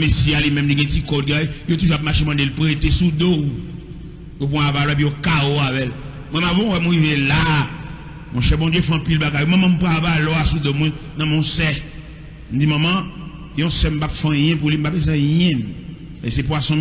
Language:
Haitian Creole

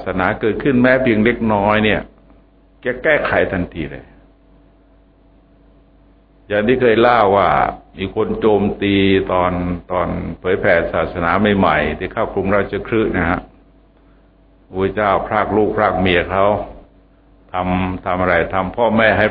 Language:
Thai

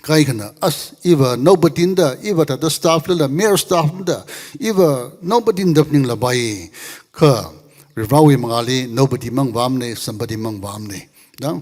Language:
Tangkhul Naga (India)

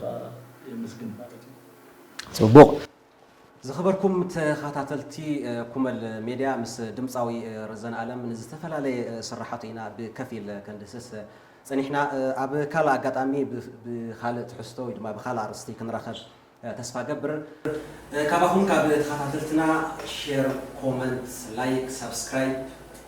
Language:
Tigrinya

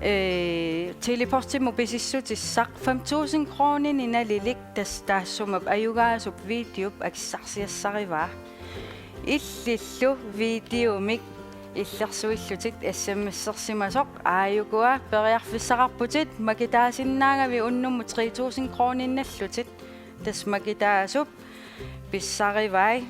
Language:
Kalaallisut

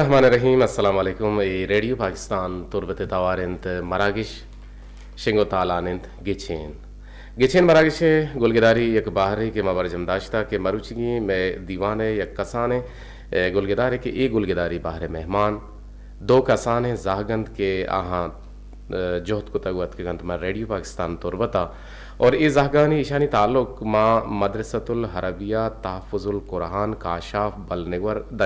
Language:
Eastern Balochi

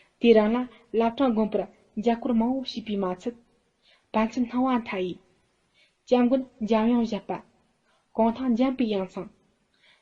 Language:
Tibetan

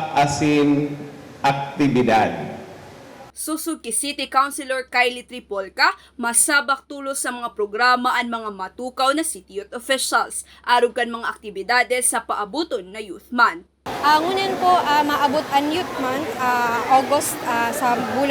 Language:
Bikol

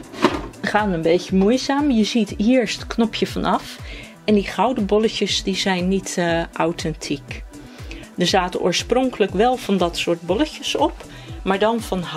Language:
Dutch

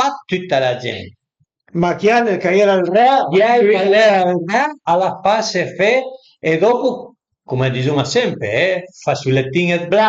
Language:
Piedmontese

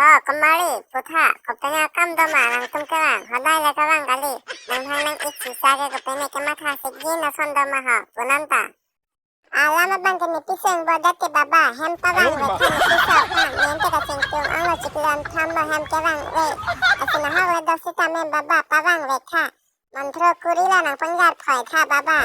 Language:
Karbi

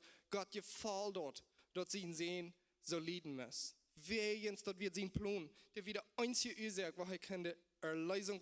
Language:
Plautdietsch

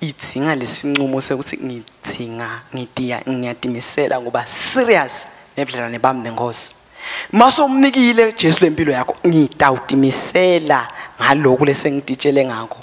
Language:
Swati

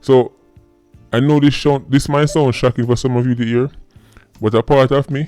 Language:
Jamaican Creole English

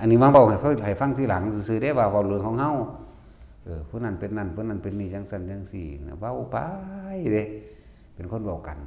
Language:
Northeastern Thai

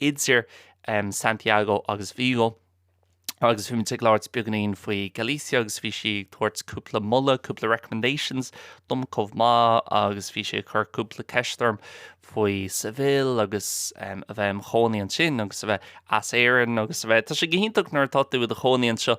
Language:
Irish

